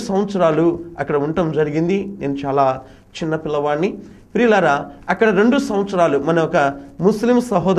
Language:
Telugu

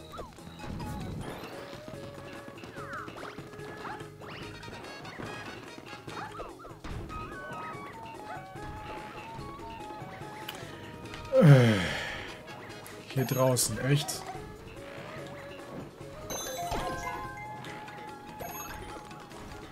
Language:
German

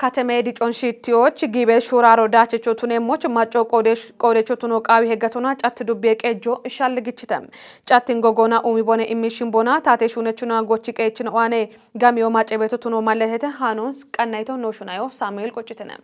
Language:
Kafa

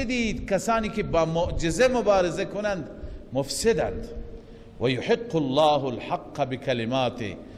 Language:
Persian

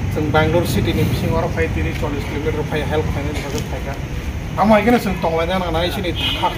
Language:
Kok Borok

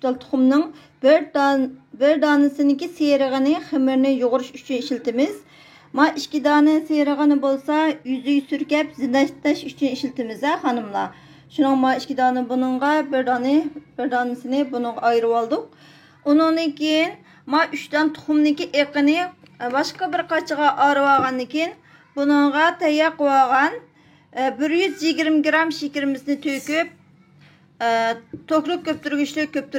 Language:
Uyghur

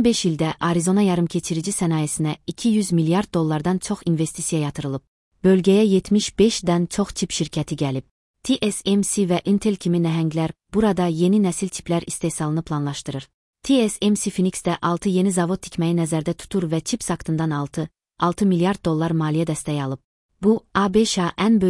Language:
Azerbaijani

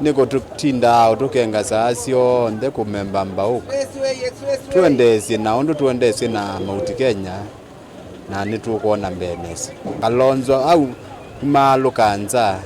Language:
Kamba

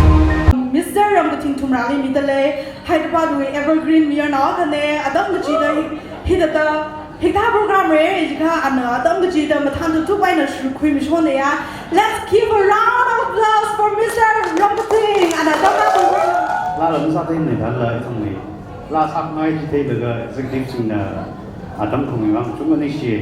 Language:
Tangkhul Naga (India)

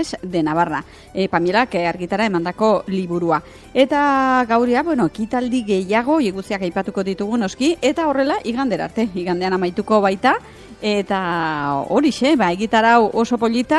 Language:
Basque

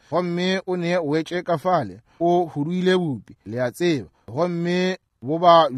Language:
Northern Sotho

